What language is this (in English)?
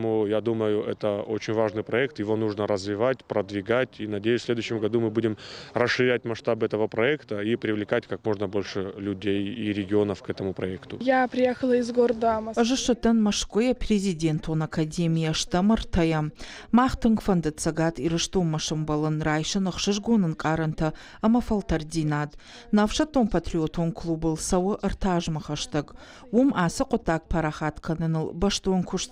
Ossetic